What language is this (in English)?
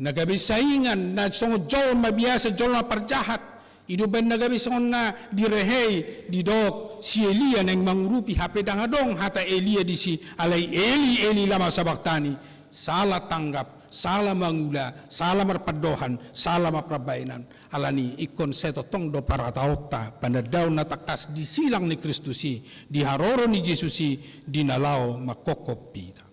Batak Toba